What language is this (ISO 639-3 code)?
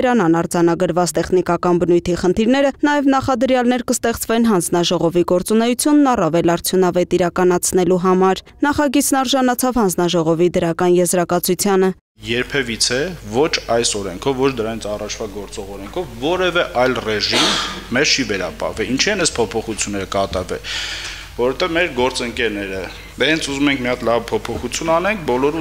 hye